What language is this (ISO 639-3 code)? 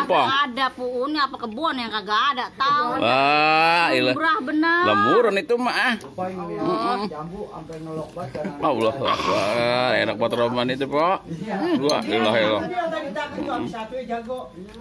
bew